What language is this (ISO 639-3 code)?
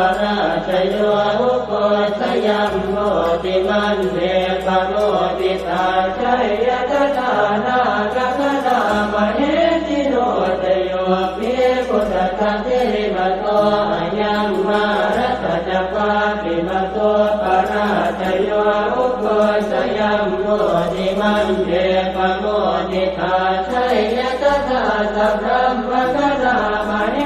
pli